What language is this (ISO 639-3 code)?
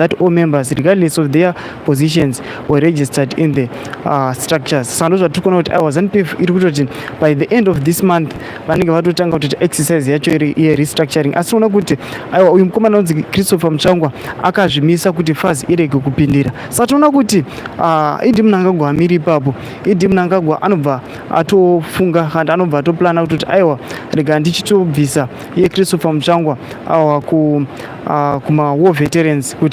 sna